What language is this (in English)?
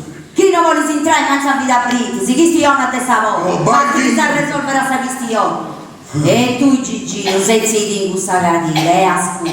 Sardinian